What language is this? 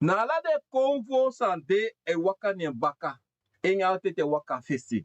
Sranan Tongo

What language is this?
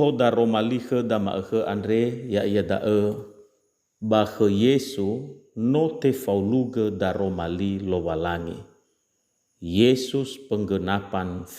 Nias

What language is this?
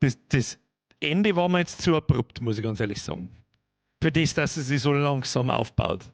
Bavarian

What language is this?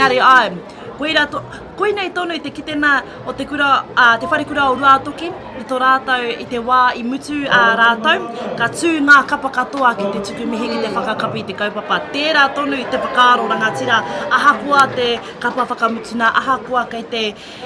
Māori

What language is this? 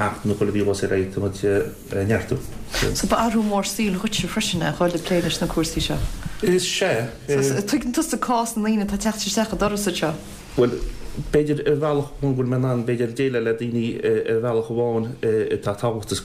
Irish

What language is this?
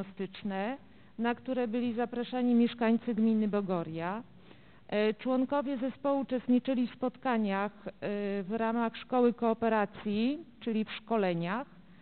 Polish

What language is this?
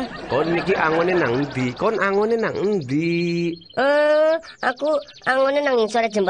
Javanese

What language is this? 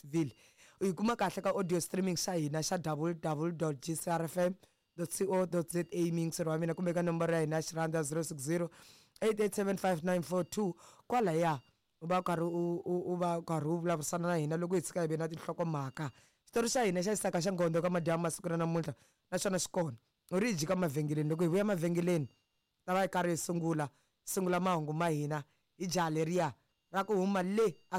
Tsonga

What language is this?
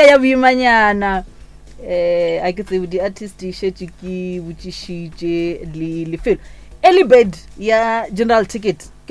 Northern Sotho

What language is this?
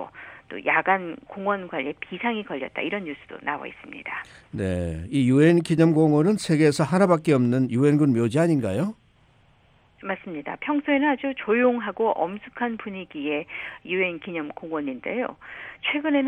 Korean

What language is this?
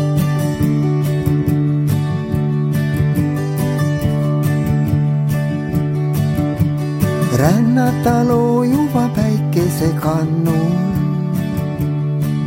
Estonian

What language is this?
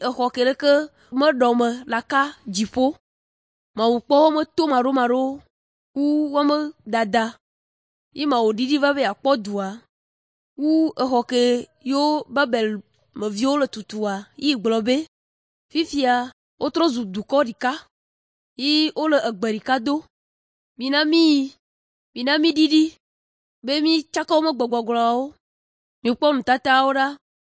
Ewe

